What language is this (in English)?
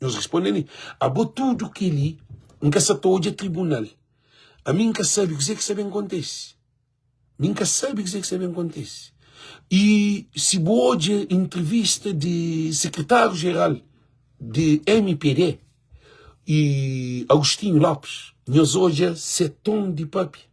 Kabuverdianu